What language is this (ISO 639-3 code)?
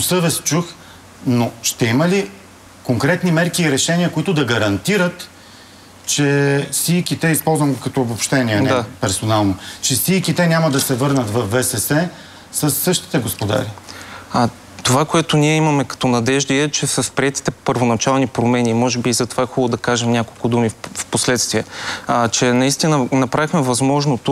bul